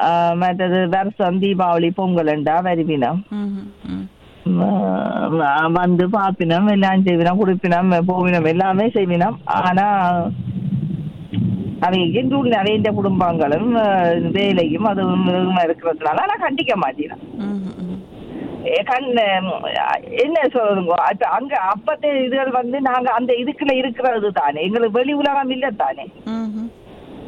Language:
Tamil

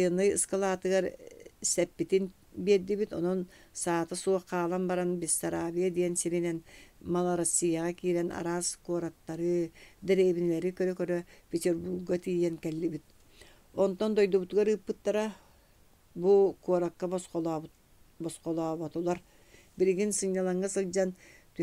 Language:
Yakut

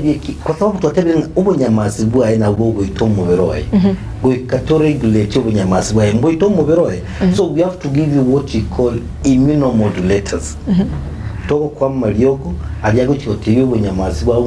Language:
Gusii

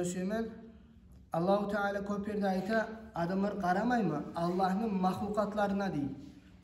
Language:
Kumyk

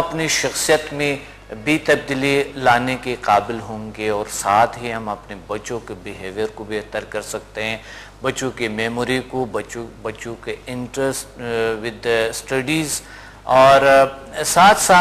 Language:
Urdu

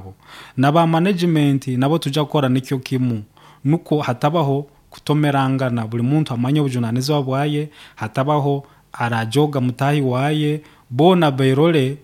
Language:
Nyoro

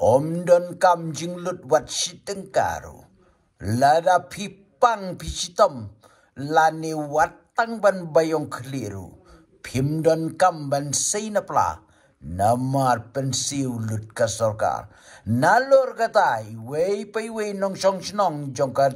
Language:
Khasi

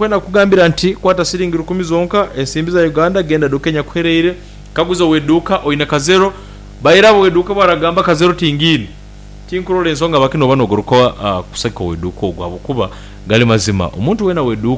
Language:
Nyankole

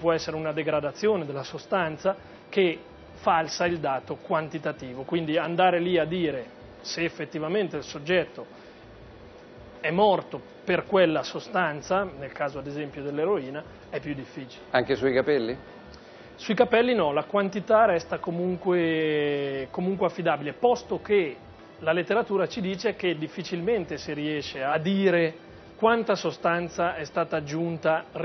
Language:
Italian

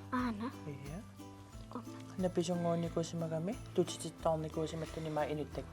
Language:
Kalaallisut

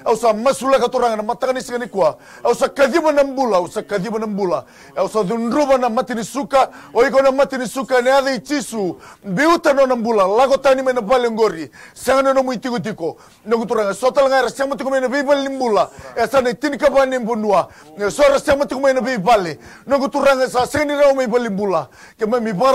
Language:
Fijian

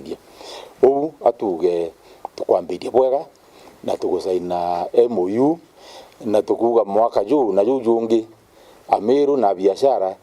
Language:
Meru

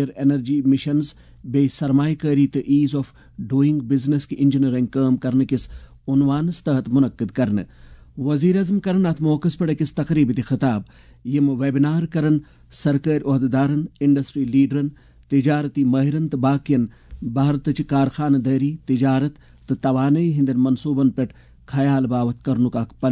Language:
Kashmiri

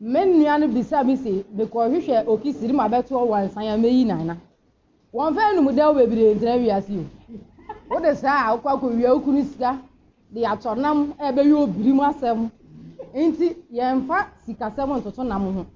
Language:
Akan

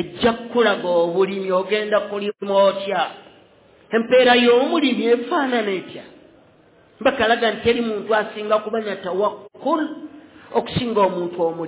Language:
Ganda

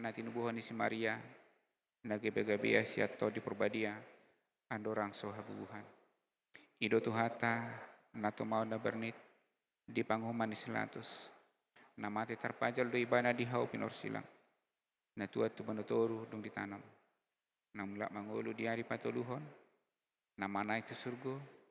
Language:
Batak Toba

